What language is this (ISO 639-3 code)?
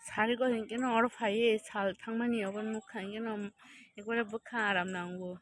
trp